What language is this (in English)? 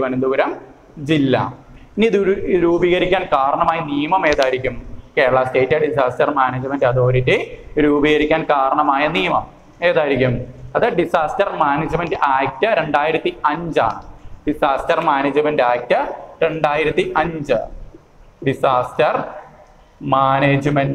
Malayalam